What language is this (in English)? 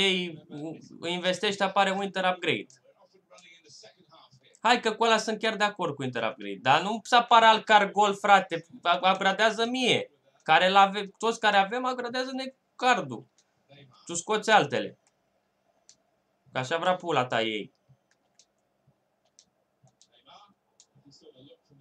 Romanian